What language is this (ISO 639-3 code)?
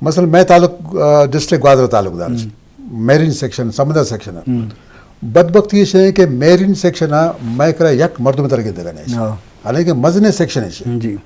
bgp